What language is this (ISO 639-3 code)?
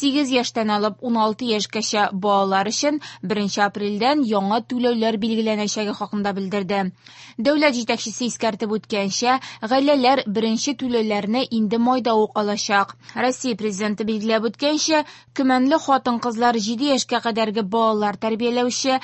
tat